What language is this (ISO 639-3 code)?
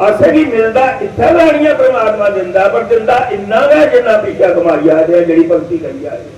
doi